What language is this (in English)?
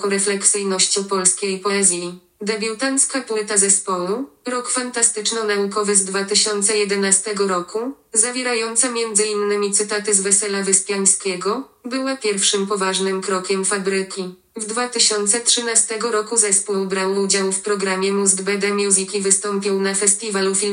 Polish